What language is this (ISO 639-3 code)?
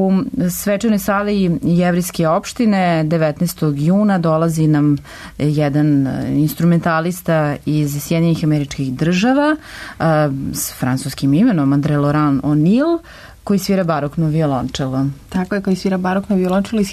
srp